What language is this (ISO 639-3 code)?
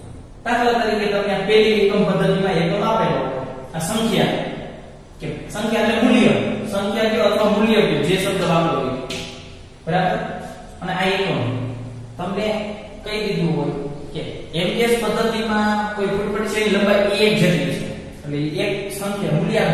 guj